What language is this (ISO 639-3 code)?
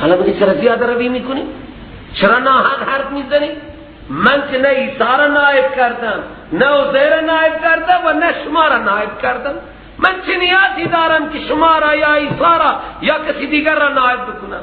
fas